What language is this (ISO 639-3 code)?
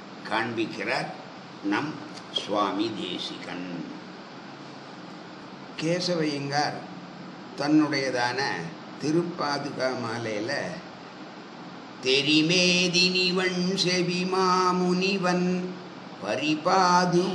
tam